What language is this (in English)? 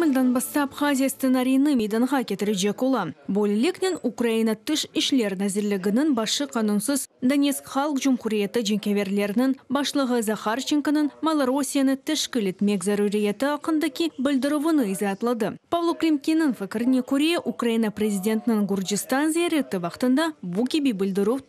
Crimean Tatar